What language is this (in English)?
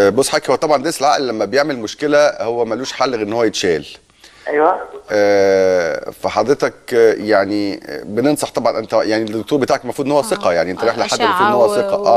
Egyptian Arabic